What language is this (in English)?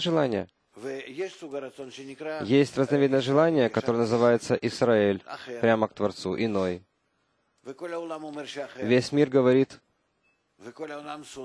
Russian